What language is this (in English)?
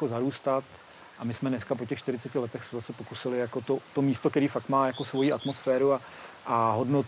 Czech